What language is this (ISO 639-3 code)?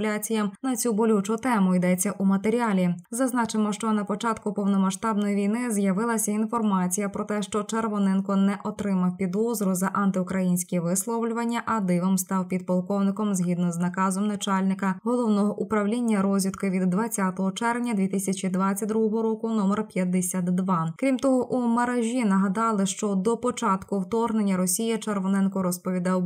ukr